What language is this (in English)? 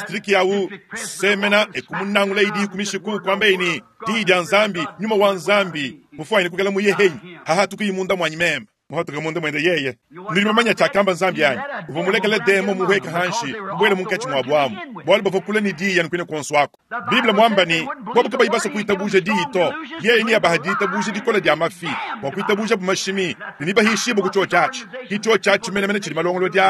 Luba-Lulua